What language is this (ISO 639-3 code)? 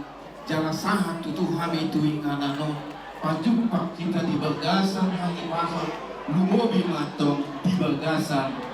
bbc